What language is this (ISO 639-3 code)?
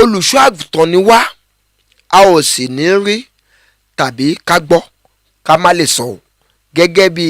yor